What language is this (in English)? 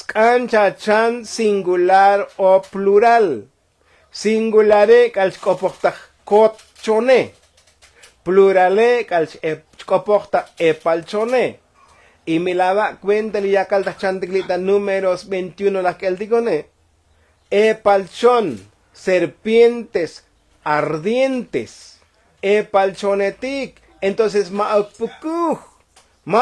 Tzotzil